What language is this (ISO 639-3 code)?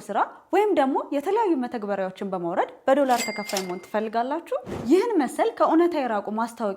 amh